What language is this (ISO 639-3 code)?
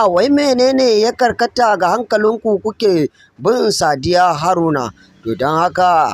hau